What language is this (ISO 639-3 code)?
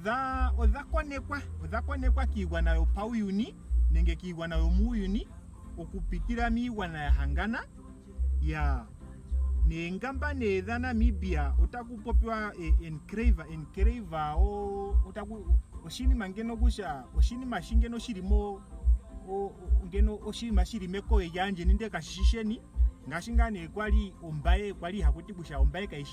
ndo